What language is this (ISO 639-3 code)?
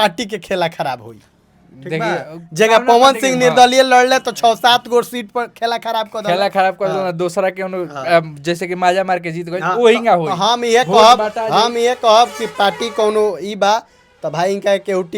bho